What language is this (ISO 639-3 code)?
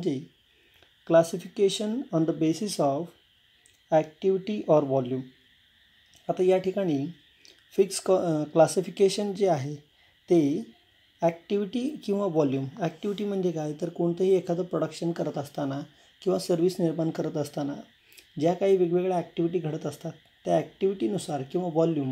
mar